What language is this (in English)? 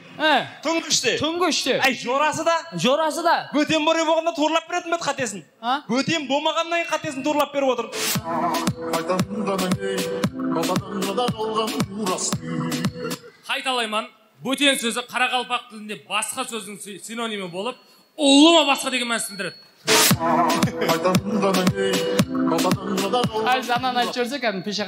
Kazakh